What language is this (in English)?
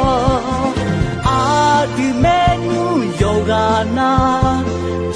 Akha